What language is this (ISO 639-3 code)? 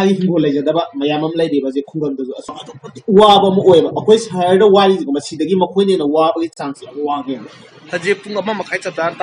mni